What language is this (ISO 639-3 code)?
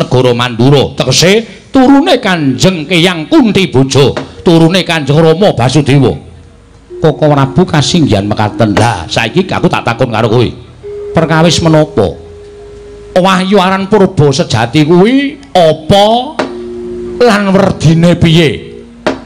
jav